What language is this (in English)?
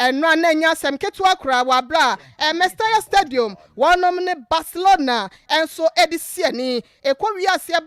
Akan